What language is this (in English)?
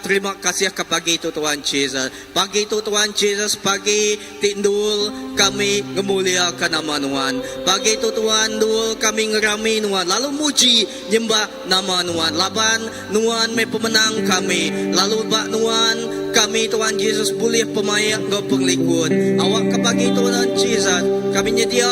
Iban